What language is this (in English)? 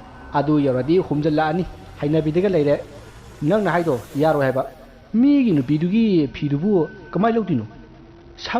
Manipuri